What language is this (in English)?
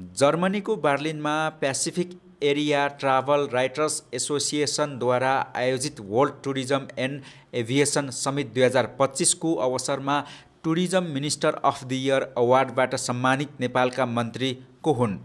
Nepali